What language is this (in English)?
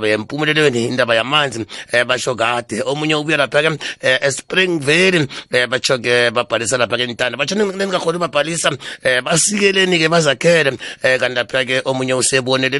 South Ndebele